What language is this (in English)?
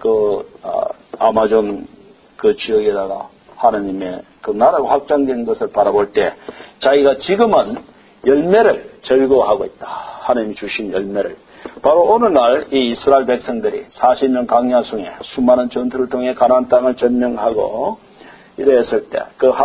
Korean